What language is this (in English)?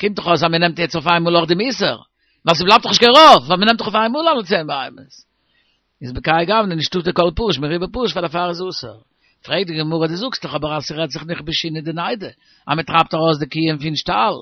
Yiddish